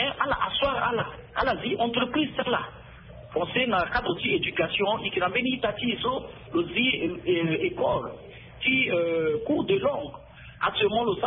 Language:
Sango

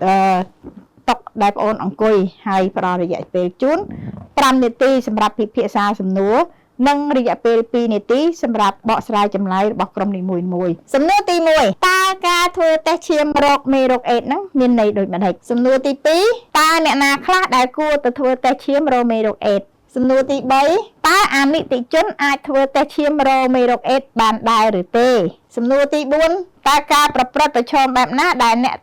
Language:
Khmer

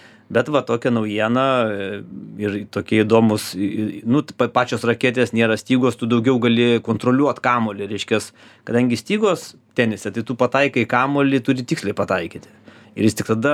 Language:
Lithuanian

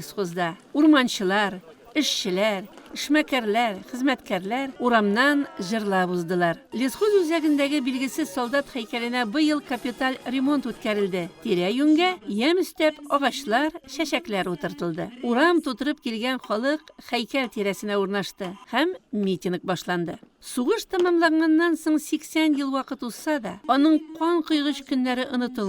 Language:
Tatar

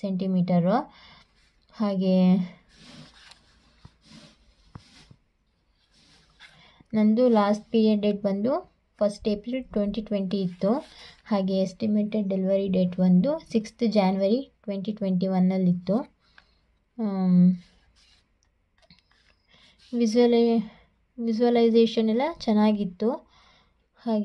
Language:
Kannada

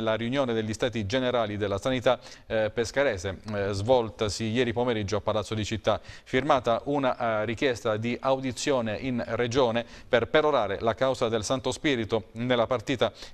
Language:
Italian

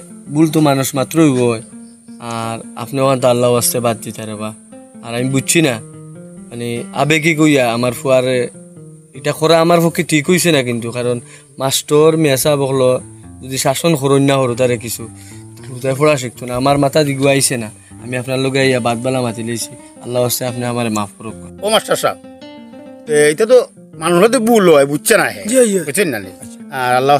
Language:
Sylheti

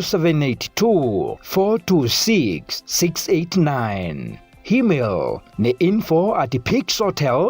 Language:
Meru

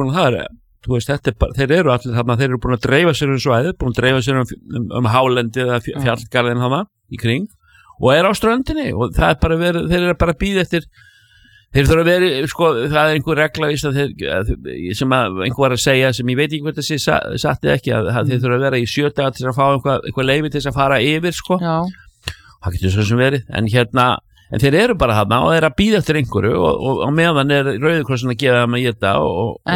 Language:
Icelandic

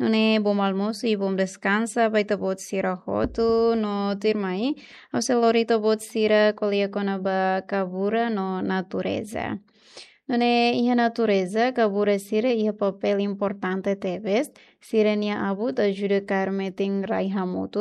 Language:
Tetum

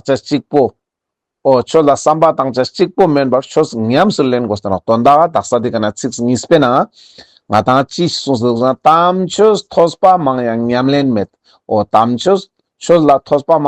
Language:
Ladakhi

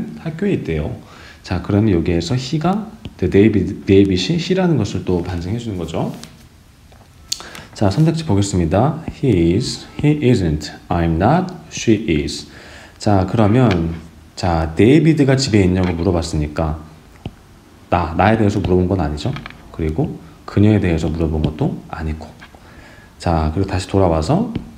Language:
Korean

